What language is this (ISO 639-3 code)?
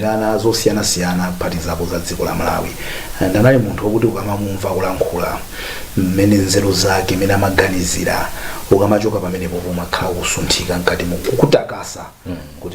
nya